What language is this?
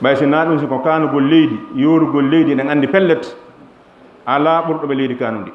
Fula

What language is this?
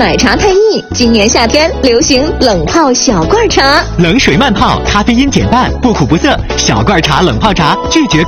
Chinese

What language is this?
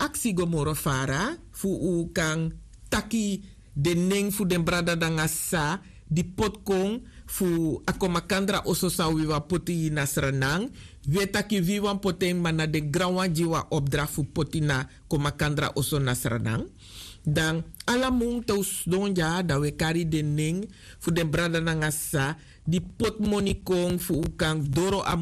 Sranan Tongo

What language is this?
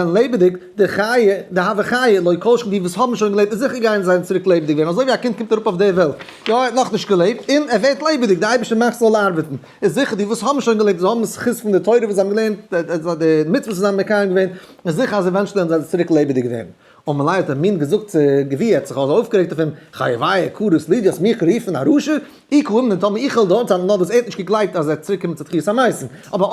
Yiddish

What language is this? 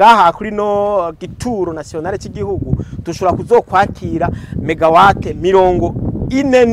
Rundi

